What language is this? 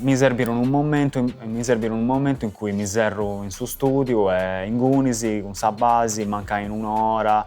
Sardinian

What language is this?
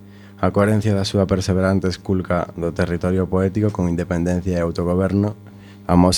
Galician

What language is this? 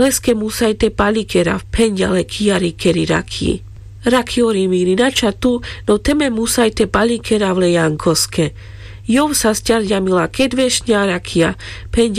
Carpathian Romani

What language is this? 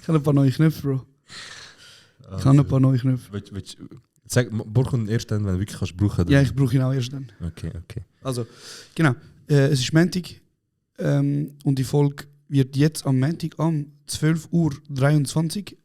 Swiss German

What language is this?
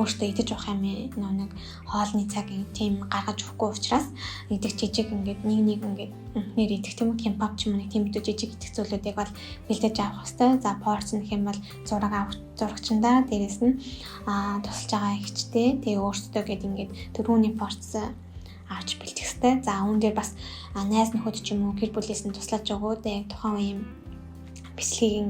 Mongolian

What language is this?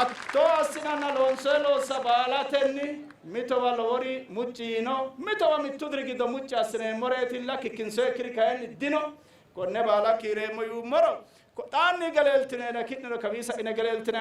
Sidamo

